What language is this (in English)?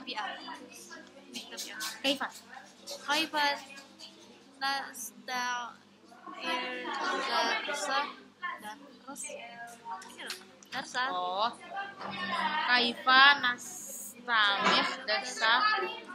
Indonesian